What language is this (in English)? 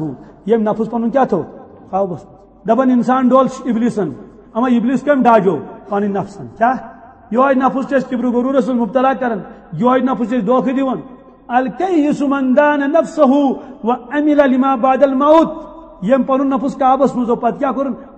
Kashmiri